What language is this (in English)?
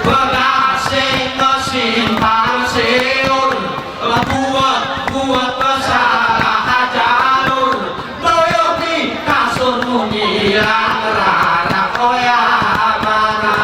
Gayo